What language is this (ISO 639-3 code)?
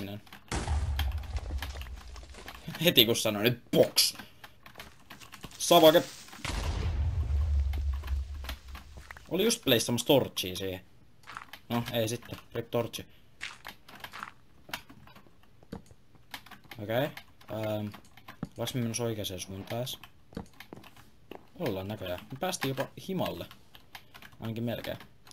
fin